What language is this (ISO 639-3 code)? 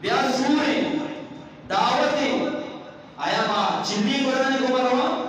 bgp